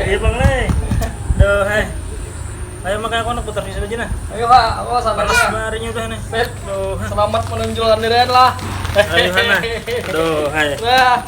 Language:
Banjar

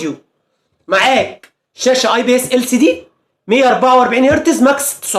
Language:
Egyptian Arabic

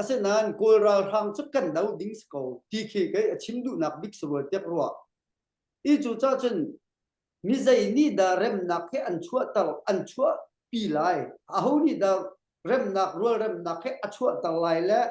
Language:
Hakha Chin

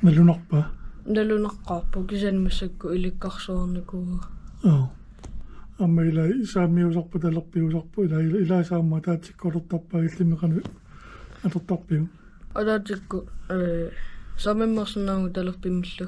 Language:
Kalaallisut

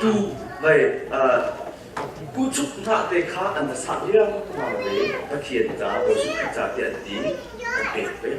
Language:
Hakha Chin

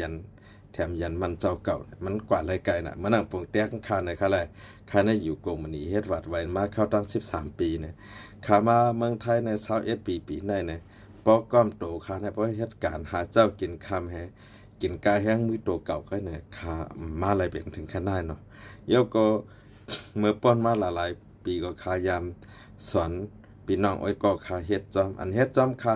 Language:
Shan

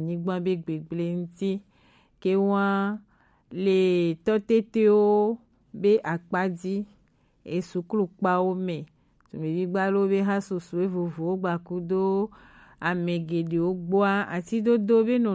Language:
Gen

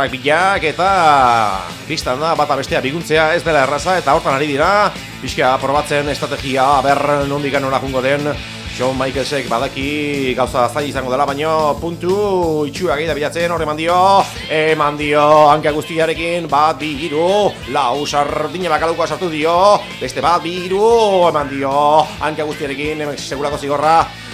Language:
Basque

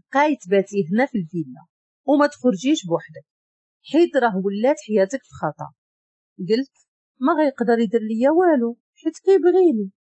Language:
Moroccan Arabic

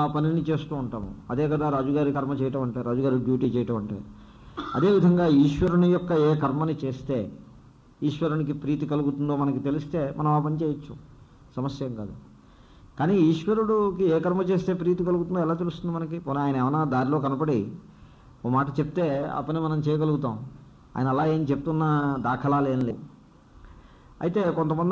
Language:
Telugu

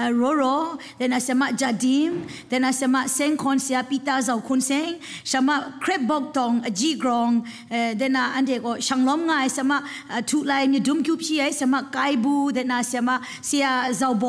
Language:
Kachin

